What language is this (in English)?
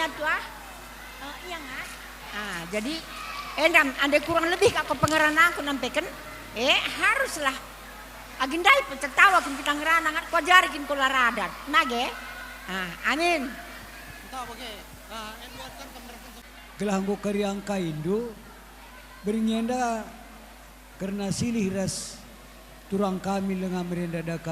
Batak Karo